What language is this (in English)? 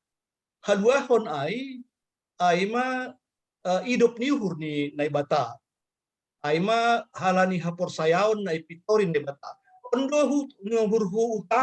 Batak Simalungun